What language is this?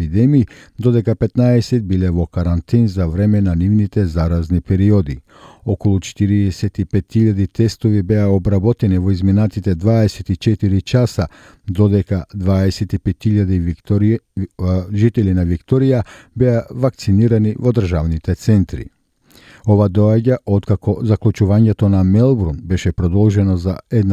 Macedonian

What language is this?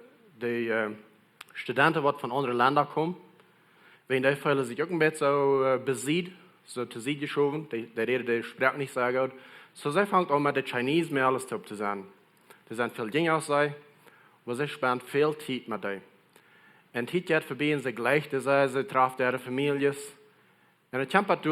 Plautdietsch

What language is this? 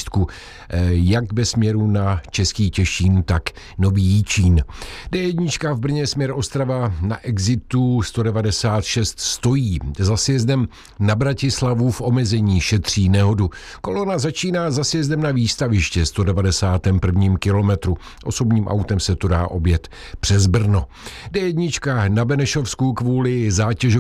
Czech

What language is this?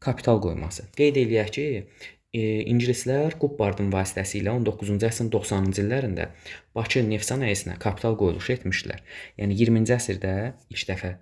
Azerbaijani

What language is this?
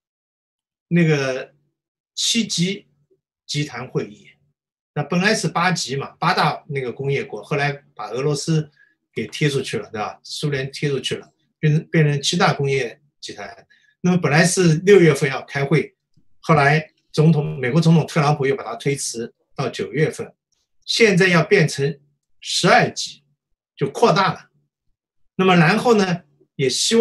Chinese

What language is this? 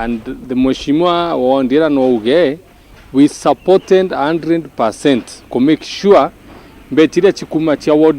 Meru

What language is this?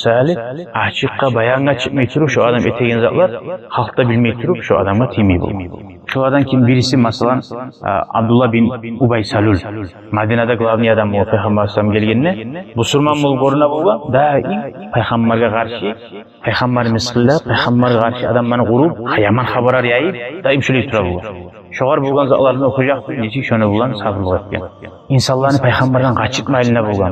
Kumyk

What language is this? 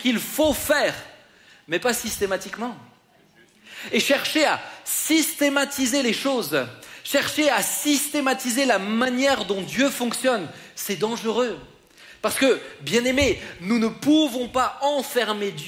French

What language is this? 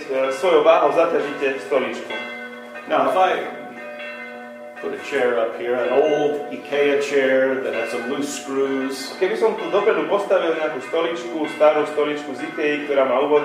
Slovak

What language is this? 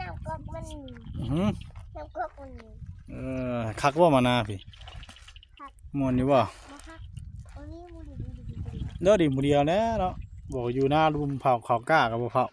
Northeastern Thai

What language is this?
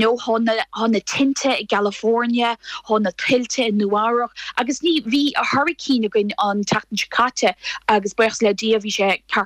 Irish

